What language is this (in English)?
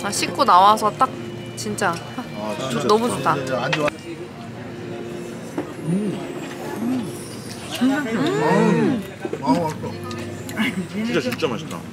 Korean